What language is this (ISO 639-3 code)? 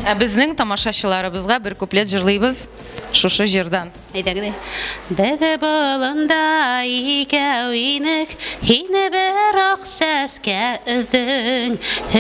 bak